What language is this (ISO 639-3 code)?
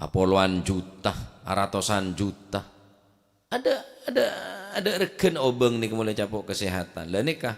mad